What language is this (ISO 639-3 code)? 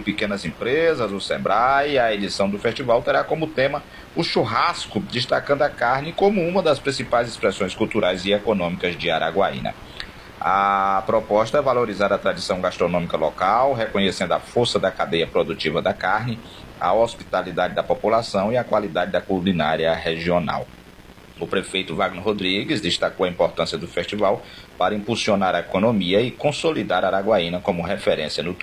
por